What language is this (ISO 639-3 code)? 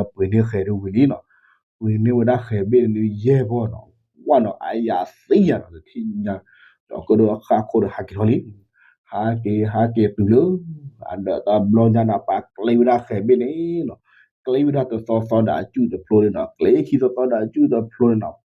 ksw